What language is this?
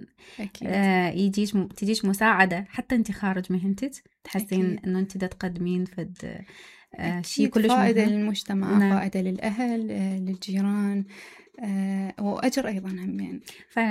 Mesopotamian Arabic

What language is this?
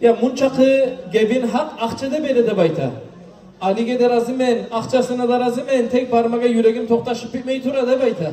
Kumyk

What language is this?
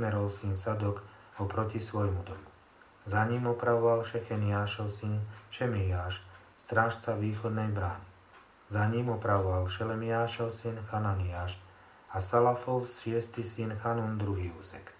Slovak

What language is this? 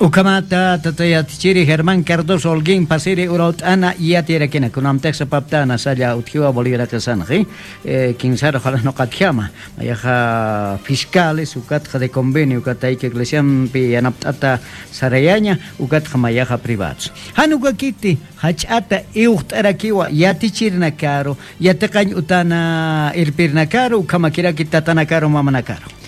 Aymara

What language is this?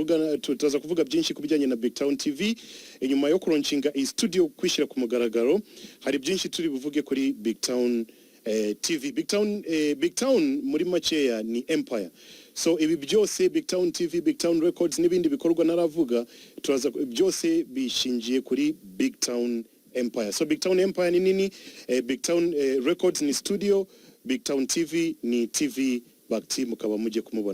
Kinyarwanda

